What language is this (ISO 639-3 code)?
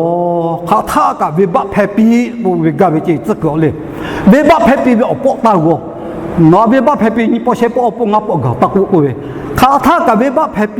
lhu